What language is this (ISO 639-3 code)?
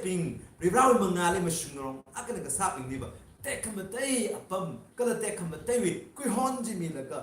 nmf